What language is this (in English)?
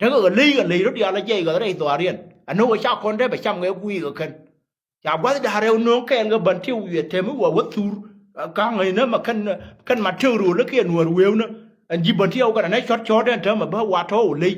Nuer